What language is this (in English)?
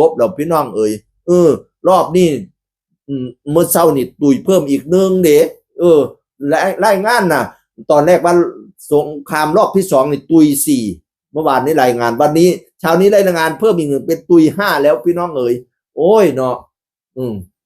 Northeastern Thai